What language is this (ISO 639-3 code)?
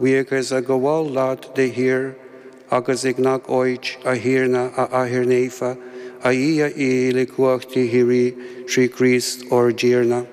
gle